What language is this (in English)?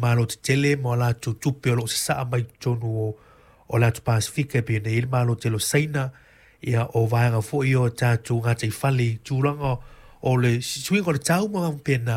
Samoan